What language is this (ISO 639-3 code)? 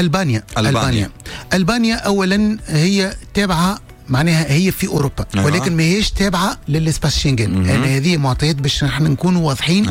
aeb